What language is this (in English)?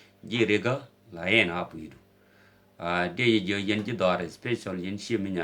Nuer